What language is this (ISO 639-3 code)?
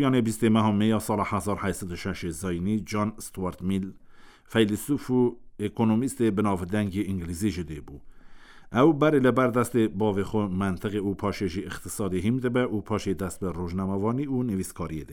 kur